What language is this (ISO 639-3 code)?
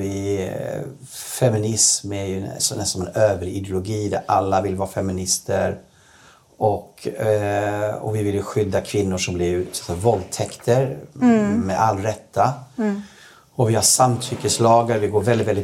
swe